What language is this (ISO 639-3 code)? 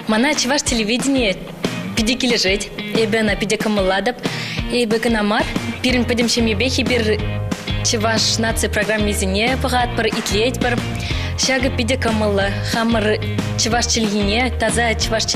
chv